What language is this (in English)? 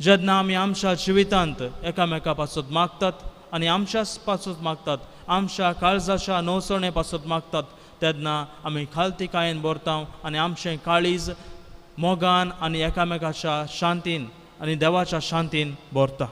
Konkani